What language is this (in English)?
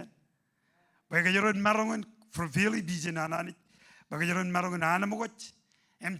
Marshallese